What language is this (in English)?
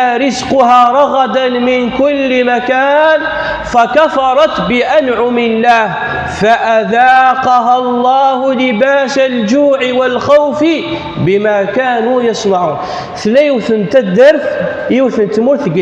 Kabyle